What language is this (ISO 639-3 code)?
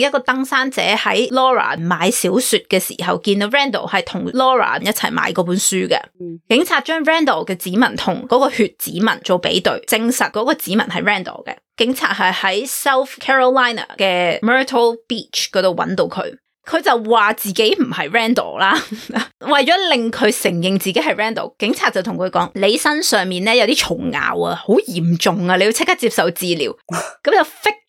yue